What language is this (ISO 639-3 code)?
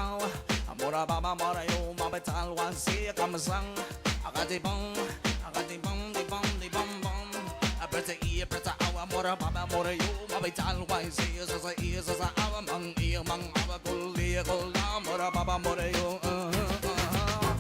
pon